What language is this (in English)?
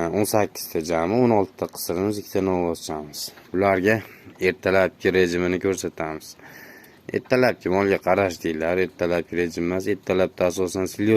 Uzbek